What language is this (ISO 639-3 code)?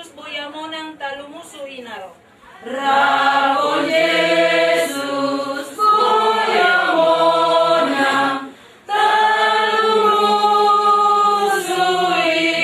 bbc